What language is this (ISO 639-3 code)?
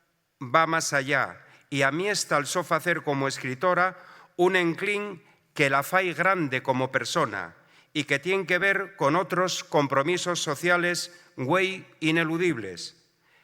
ast